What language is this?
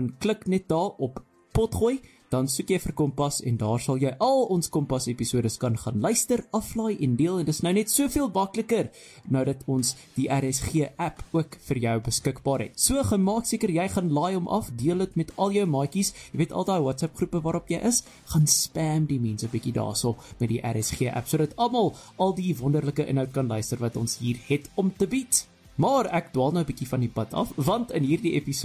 Afrikaans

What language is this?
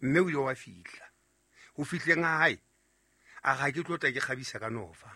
Southern Sotho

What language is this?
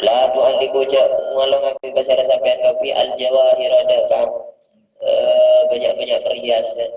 Madurese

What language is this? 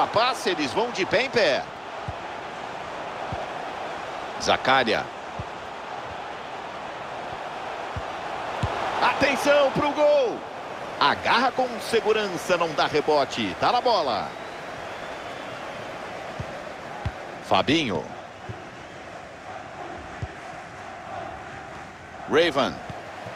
Portuguese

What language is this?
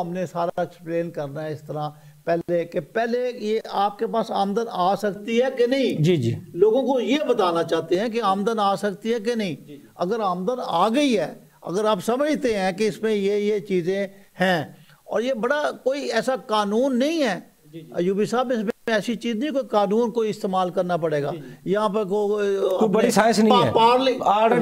Urdu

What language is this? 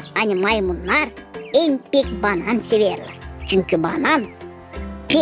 Gagauz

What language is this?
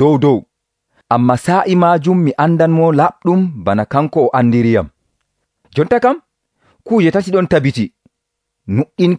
Nigerian Fulfulde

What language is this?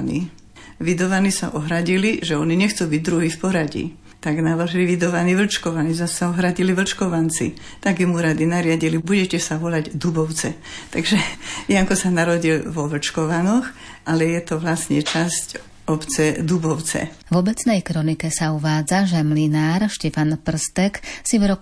Slovak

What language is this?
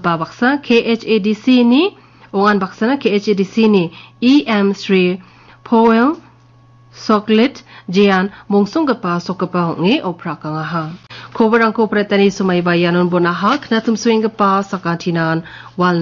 Garo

